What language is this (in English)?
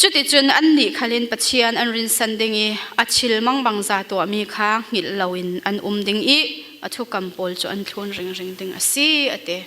Falam Chin